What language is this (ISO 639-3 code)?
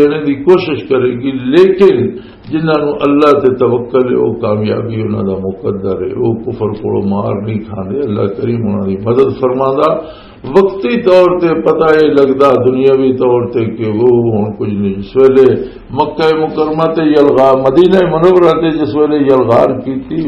lah